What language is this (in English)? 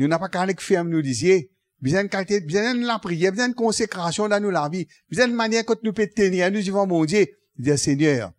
Morisyen